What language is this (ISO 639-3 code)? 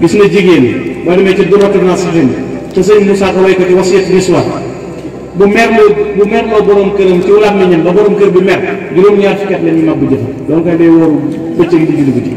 wol